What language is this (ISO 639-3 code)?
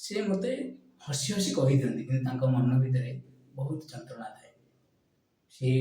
ori